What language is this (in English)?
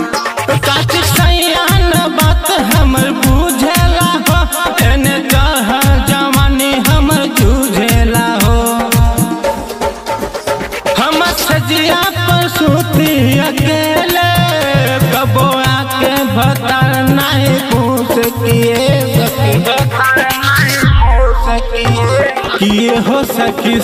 Bhojpuri